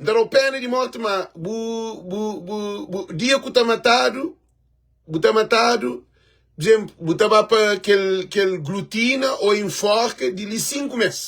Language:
Kabuverdianu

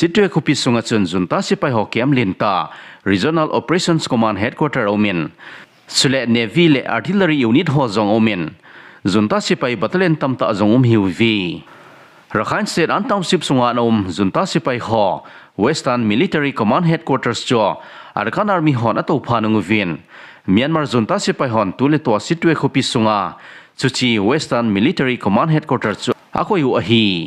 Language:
Thado Chin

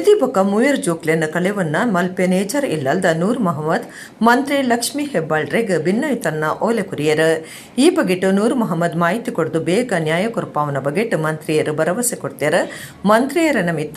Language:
Tulu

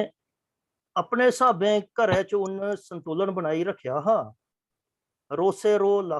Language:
Dogri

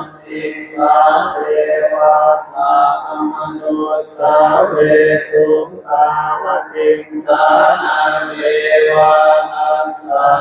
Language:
Pali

